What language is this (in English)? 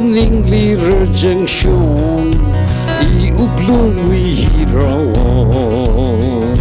Tangkhul Naga (India)